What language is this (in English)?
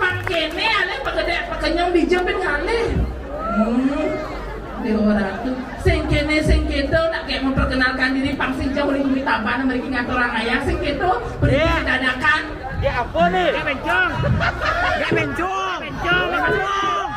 Balinese